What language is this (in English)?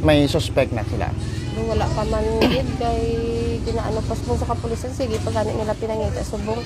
Hiligaynon